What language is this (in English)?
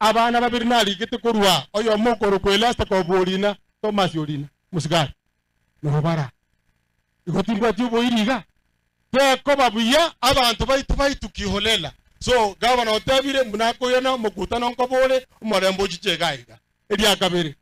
Gusii